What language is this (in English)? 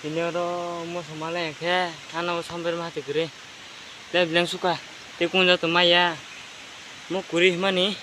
Kok Borok